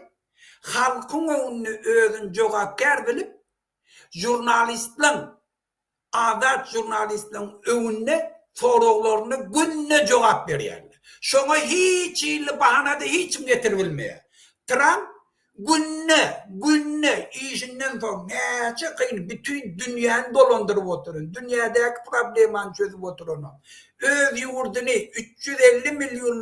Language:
Turkmen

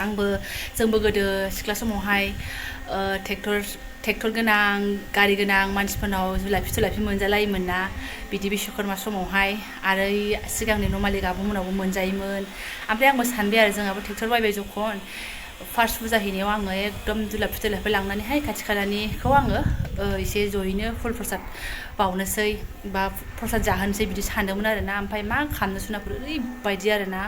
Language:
Bodo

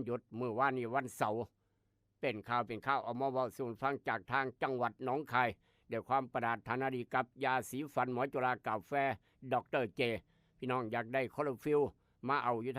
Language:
Northeastern Thai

